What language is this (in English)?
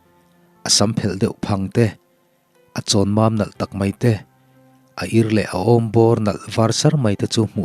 Mizo